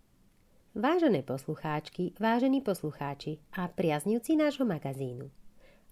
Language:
Slovak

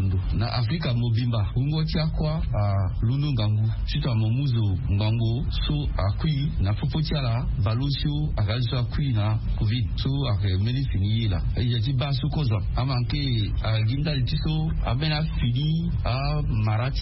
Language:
Sango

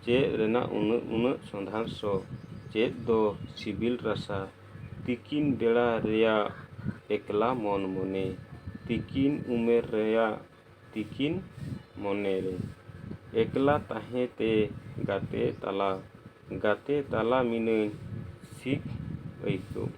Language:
Santali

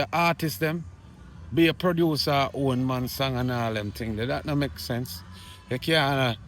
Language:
Jamaican Creole English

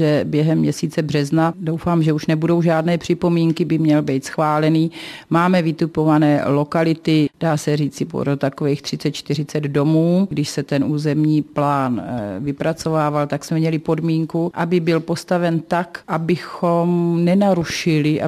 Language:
Czech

